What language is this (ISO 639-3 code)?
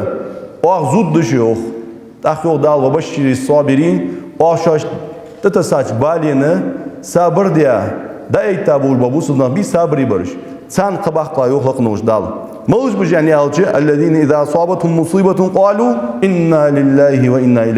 inh